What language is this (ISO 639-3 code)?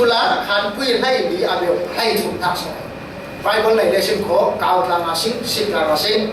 cfm